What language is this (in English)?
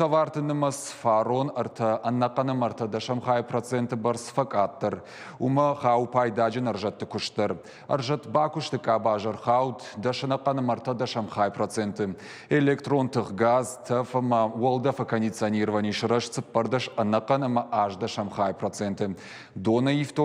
Ossetic